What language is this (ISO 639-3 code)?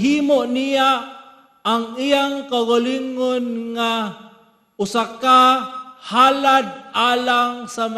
ceb